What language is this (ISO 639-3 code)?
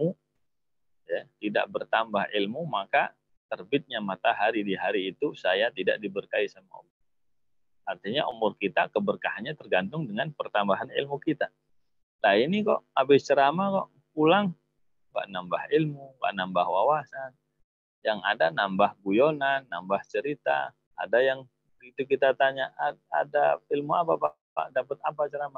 ind